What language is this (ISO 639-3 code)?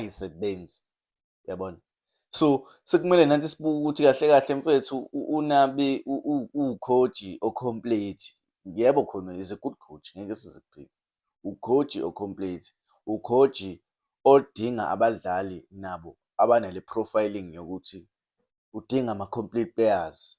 zul